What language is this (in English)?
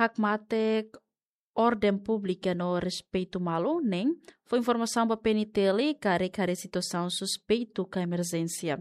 Tetum